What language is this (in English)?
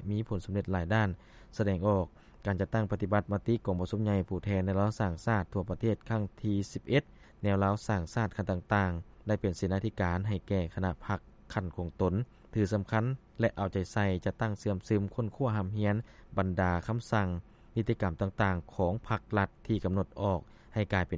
Lao